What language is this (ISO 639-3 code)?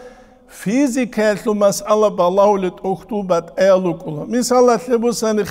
ava